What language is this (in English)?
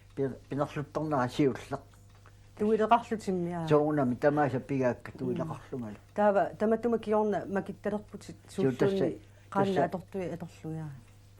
Kalaallisut